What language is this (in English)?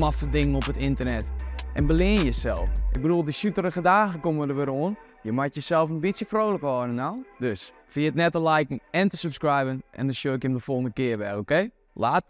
Western Frisian